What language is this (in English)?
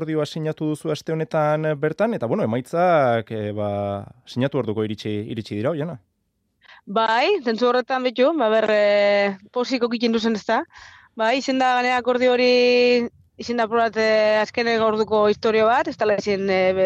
Basque